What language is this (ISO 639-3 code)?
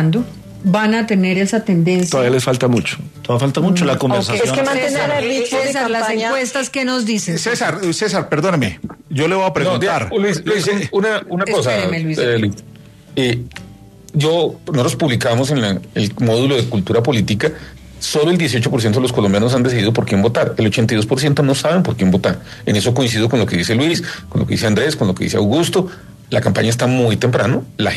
spa